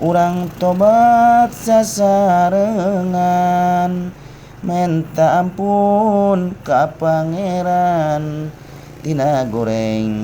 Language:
Sundanese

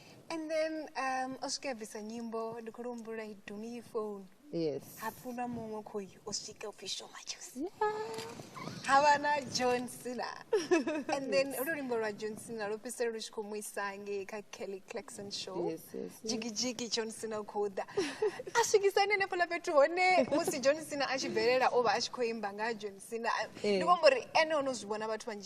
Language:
Venda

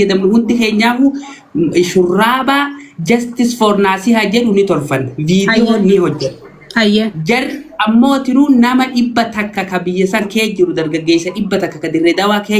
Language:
Oromo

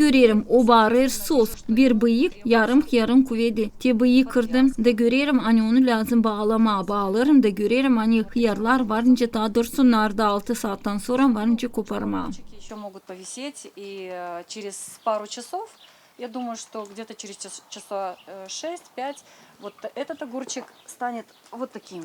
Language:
Gagauz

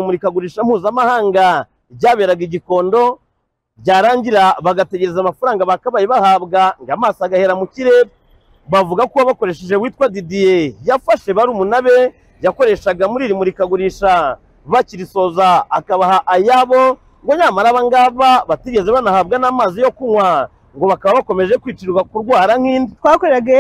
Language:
Kinyarwanda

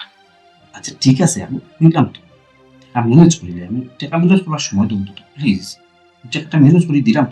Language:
Sylheti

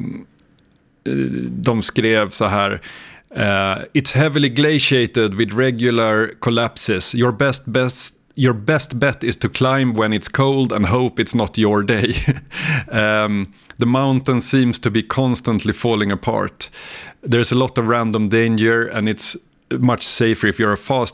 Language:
Swedish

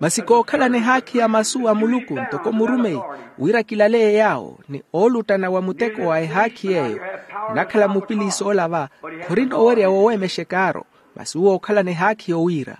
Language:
Makhuwa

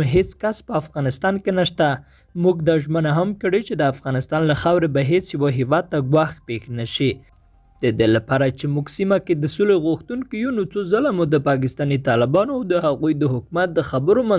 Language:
Pashto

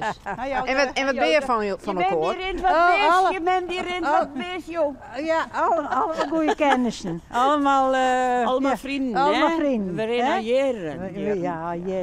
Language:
Western Frisian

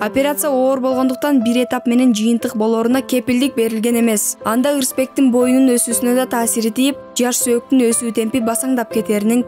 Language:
Kyrgyz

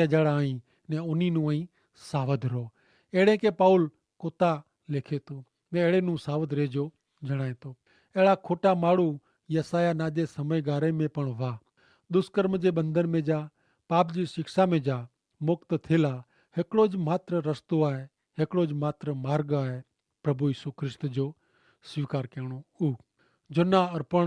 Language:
Kachhi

